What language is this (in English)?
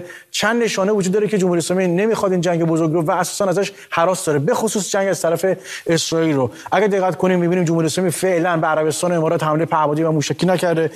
Persian